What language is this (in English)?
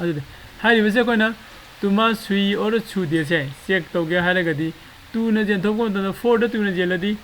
Manipuri